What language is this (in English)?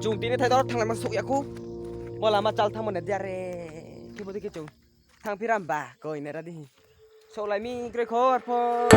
Riang (India)